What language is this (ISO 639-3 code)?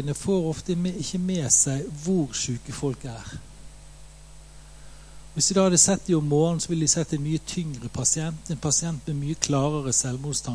nor